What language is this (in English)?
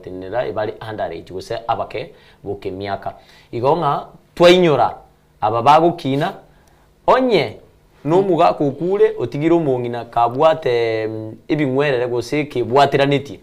Gusii